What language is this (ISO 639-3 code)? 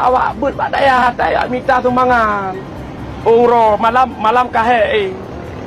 ace